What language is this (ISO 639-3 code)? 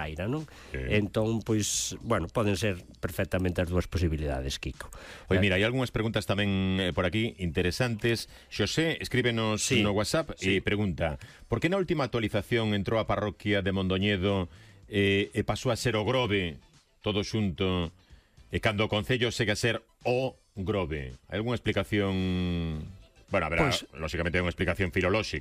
glg